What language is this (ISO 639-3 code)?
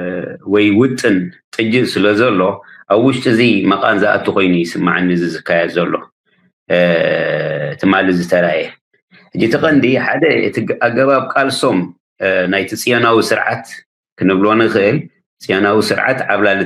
tir